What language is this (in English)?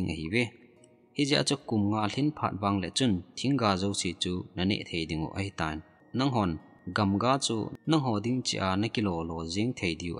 Thado Chin